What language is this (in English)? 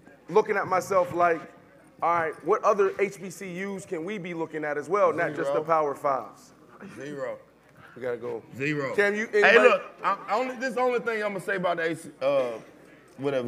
English